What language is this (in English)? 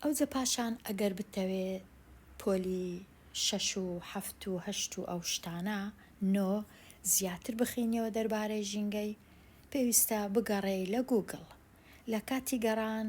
Central Kurdish